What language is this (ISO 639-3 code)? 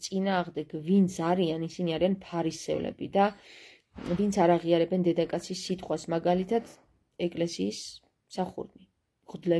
kat